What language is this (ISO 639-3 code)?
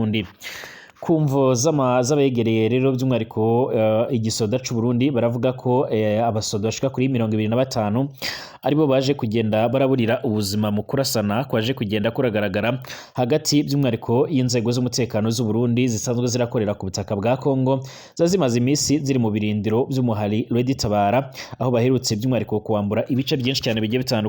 run